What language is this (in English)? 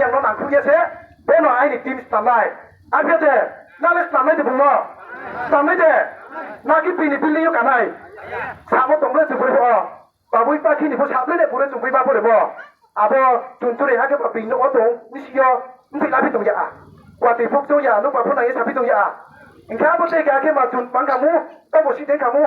Riang (India)